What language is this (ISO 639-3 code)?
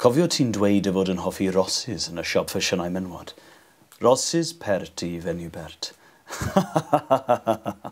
cym